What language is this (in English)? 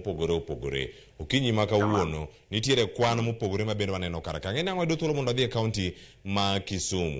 Luo (Kenya and Tanzania)